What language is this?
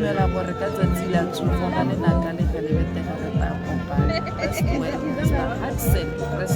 Tswana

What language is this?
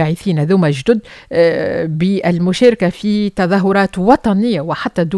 Tunisian Arabic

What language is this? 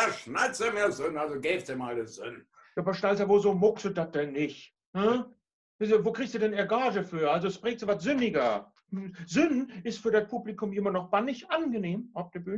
Low German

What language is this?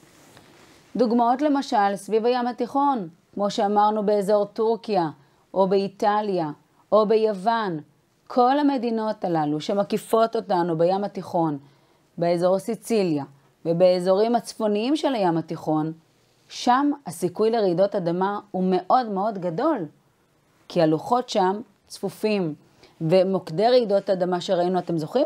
Hebrew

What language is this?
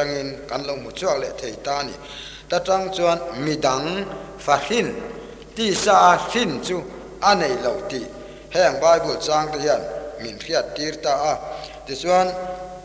Mizo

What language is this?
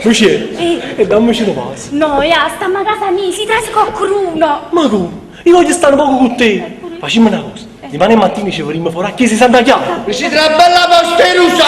Neapolitan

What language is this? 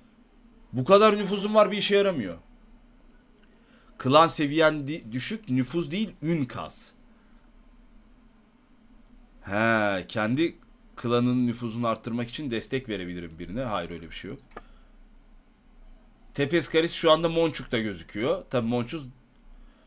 Turkish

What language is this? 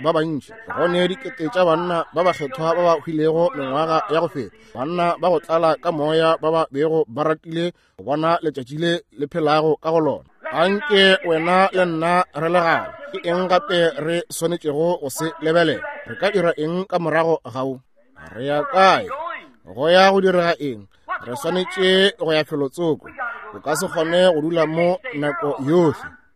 Northern Sotho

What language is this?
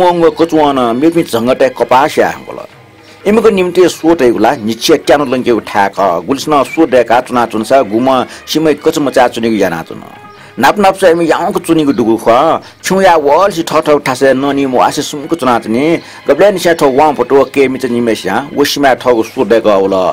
Newari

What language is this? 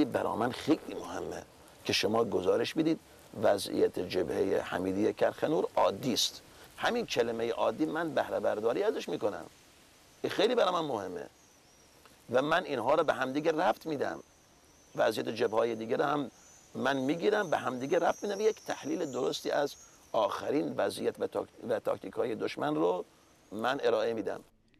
Persian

